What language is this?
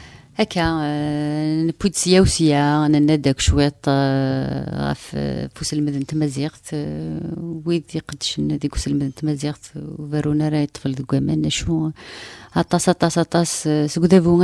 Kabyle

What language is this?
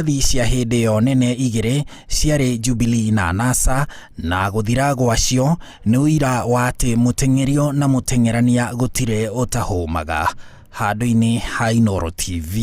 Kikuyu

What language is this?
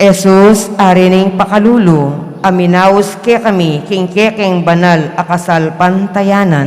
Pampanga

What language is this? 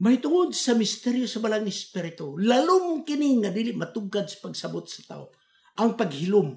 Cebuano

